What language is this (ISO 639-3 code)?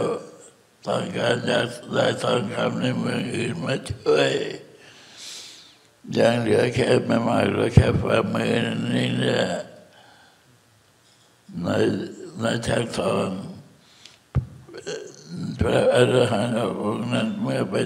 tha